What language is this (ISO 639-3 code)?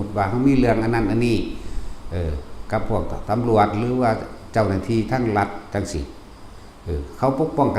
lao